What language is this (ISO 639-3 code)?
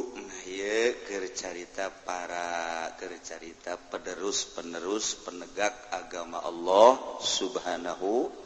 sun